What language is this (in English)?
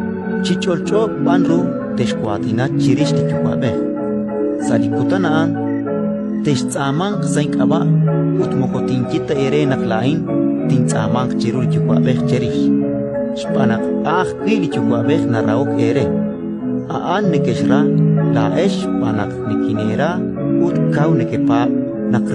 Kekchí